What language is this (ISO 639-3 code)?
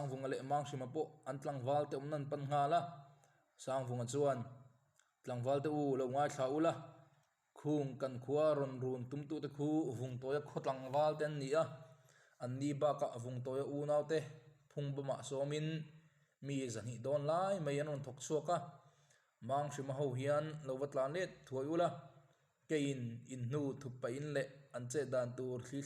lus